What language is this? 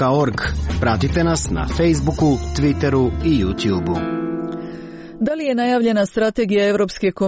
Croatian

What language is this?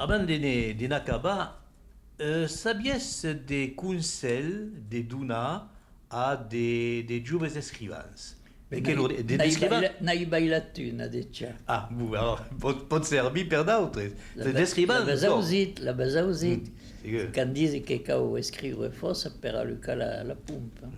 Occitan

